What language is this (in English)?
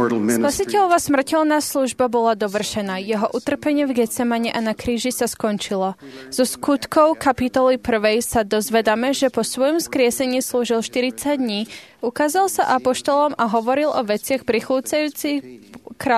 Slovak